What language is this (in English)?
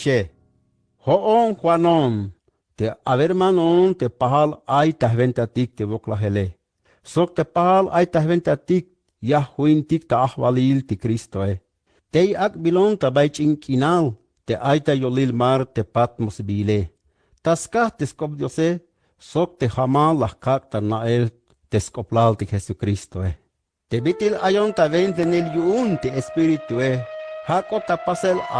Tzeltal